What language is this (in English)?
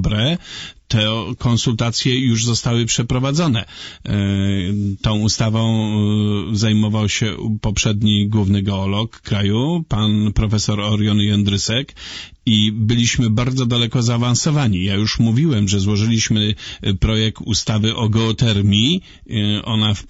Polish